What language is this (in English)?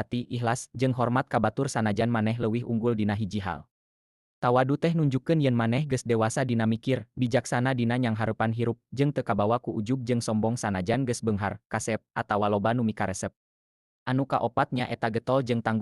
Sundanese